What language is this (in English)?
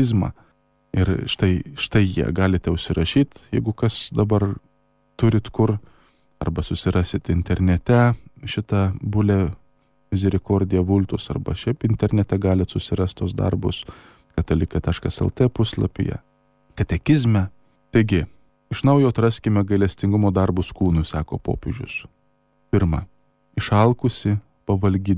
Lithuanian